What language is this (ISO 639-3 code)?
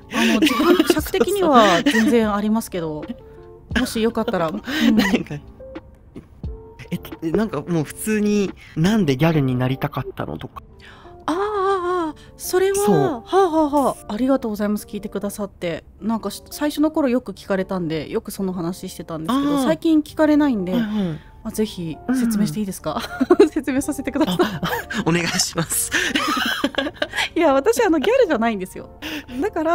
jpn